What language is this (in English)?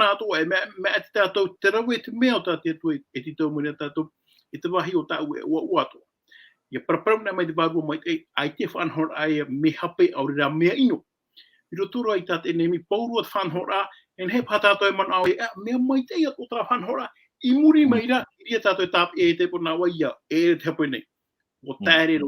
Tahitian